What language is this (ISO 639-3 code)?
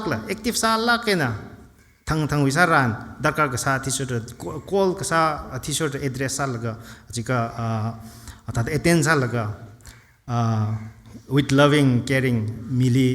nmf